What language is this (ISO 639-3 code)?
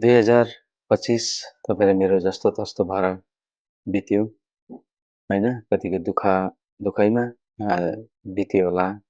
nep